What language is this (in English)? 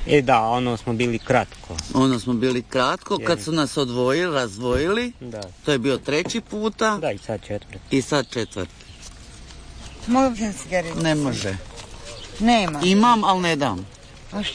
Croatian